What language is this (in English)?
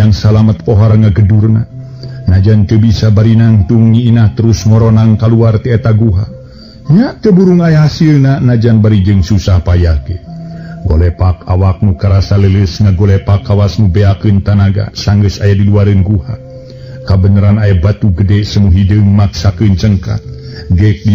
Sundanese